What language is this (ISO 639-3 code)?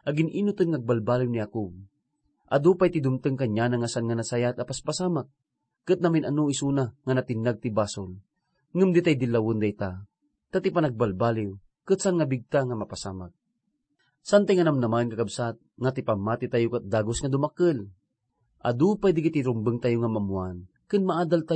ilo